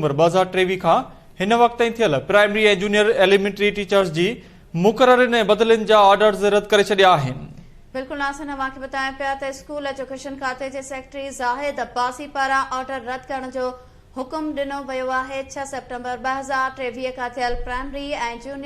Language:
Sindhi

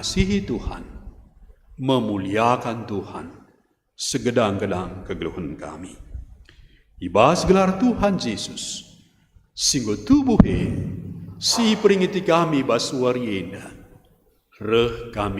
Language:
Batak Karo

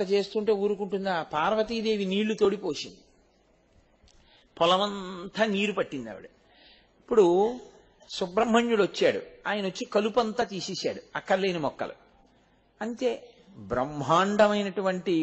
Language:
Telugu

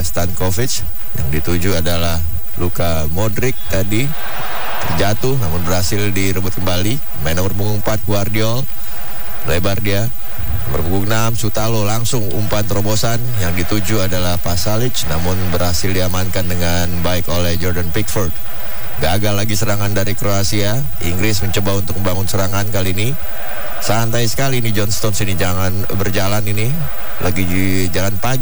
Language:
Indonesian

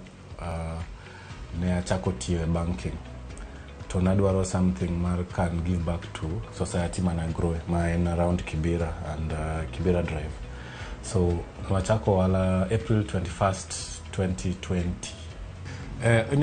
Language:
Luo (Kenya and Tanzania)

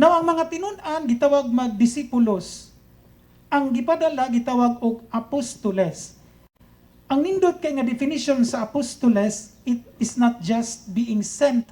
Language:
Cebuano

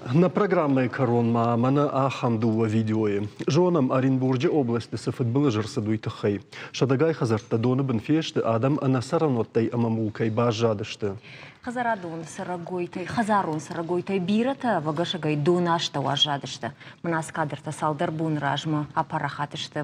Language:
Ossetic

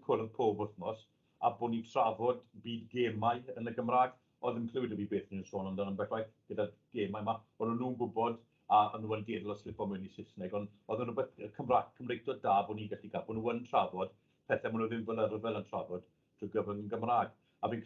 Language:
Welsh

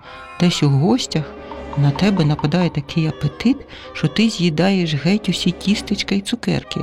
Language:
Ukrainian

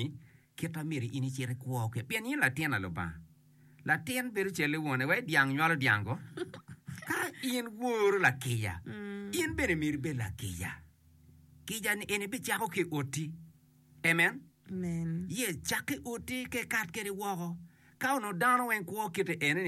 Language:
Acoli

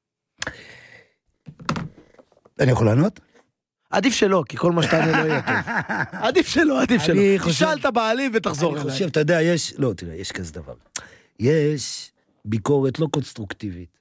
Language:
Hebrew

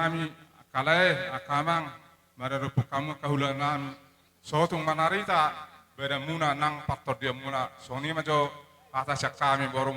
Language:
Batak Toba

